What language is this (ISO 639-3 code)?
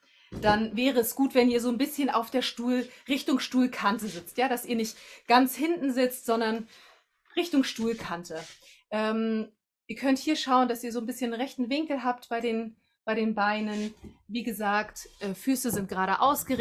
deu